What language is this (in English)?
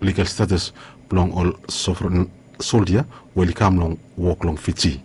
Bislama